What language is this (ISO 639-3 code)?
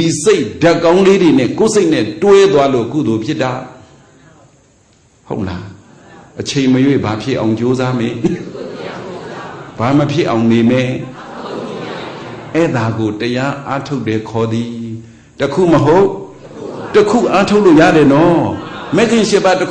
mya